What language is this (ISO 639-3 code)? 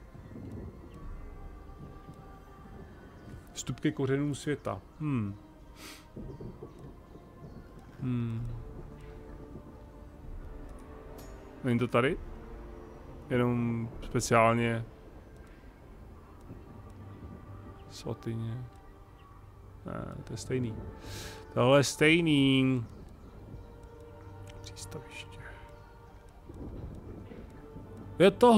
ces